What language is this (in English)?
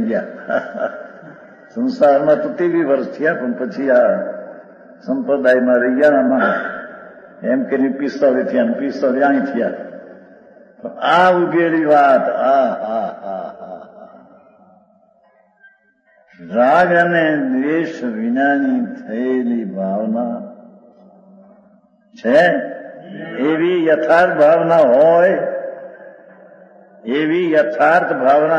Gujarati